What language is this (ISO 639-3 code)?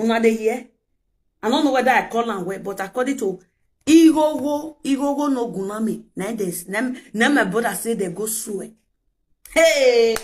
pcm